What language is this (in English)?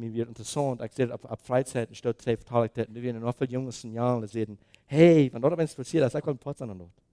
Plautdietsch